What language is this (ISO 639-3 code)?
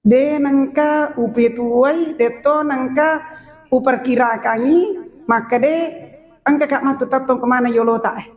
bug